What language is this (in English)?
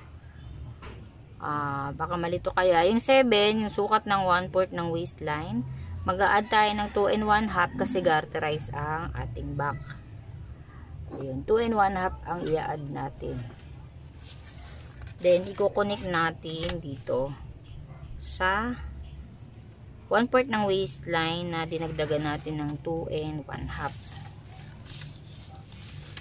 Filipino